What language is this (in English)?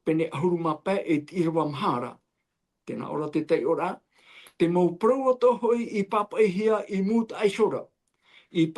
Tahitian